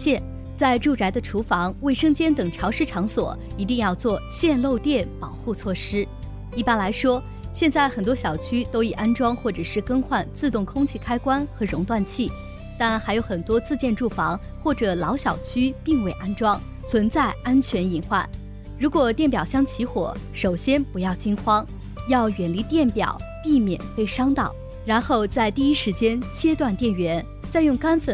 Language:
Chinese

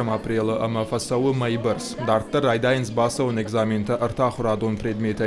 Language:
Ossetic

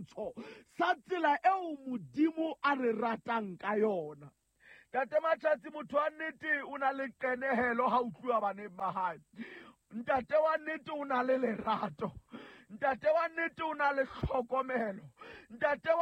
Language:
Southern Sotho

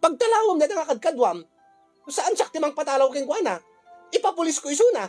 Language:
Iloko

